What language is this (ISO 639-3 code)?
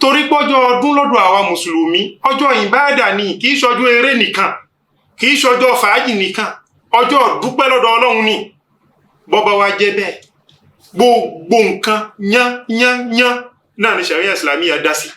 yor